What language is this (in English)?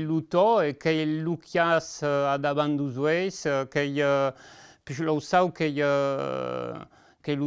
Occitan